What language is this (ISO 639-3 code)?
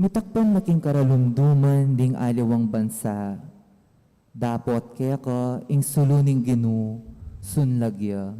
pam